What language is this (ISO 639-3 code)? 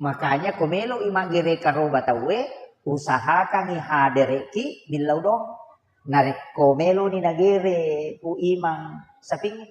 bug